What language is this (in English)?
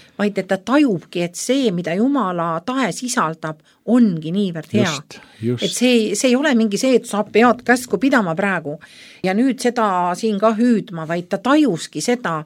Estonian